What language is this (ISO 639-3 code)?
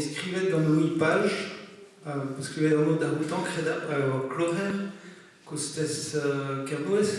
bre